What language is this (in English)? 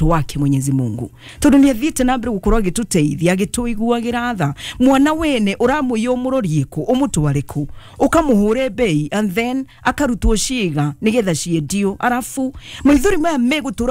Kikuyu